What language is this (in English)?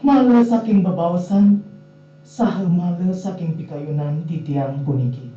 Balinese